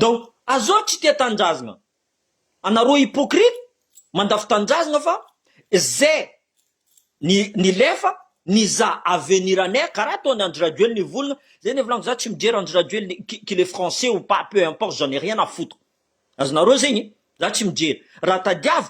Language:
Malagasy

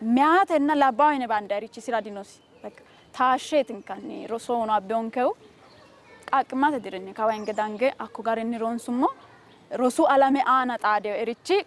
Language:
Sidamo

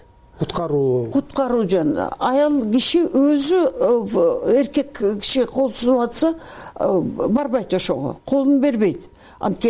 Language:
Kyrgyz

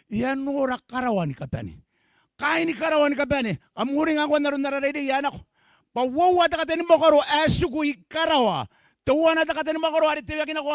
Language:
Gilbertese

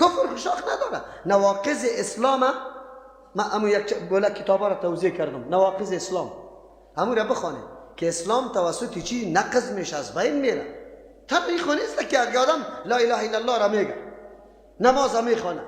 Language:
Persian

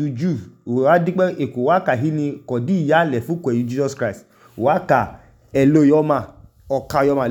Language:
Idoma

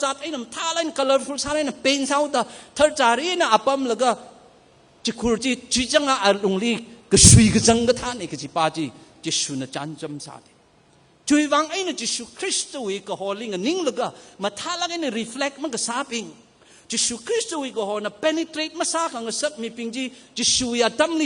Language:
Tangkhul Naga (India)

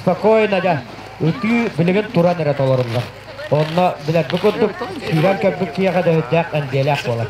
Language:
Yakut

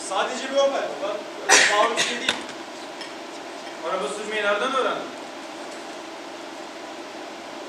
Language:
Turkish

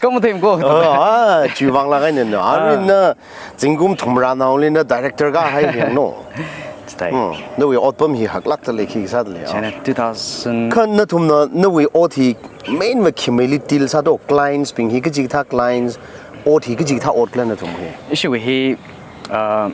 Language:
Tangkhul Naga (India)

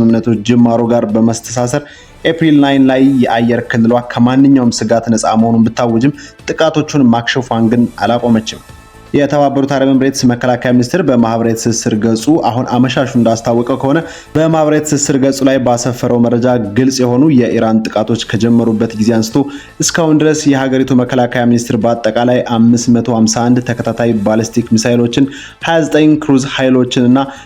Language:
Amharic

